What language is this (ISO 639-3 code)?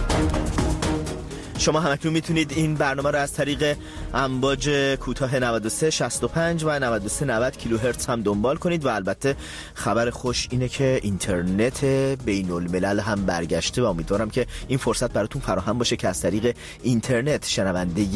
fas